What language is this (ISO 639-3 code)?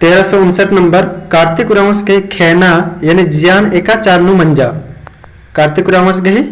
kru